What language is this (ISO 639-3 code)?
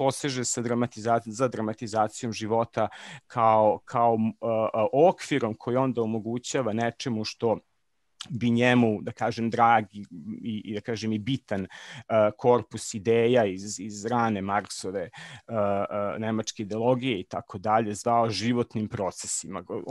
srp